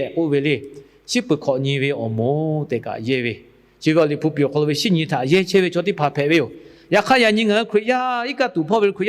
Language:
Lahu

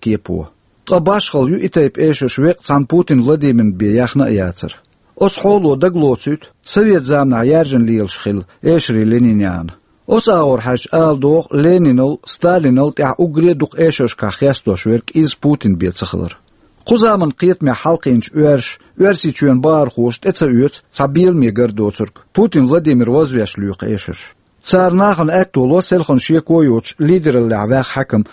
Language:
Chechen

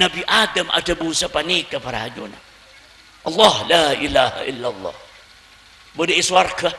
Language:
Madurese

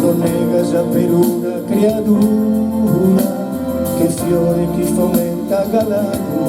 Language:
Sardinian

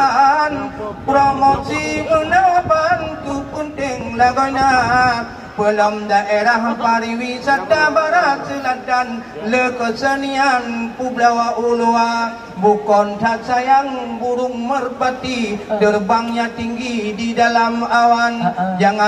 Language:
Achinese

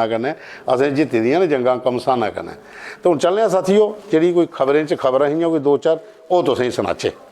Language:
Dogri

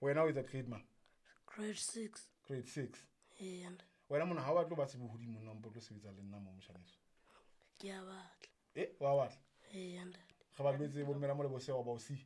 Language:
Southern Sotho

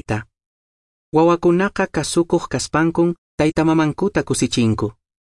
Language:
Quechua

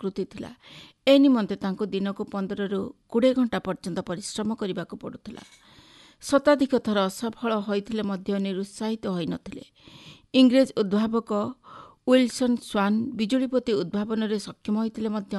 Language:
Odia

